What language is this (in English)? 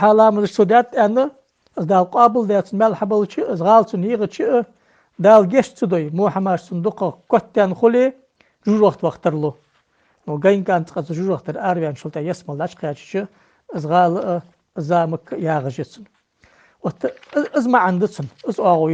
Ingush